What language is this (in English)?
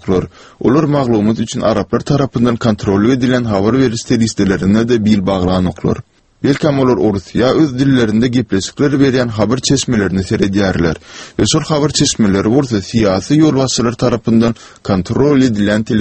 Turkmen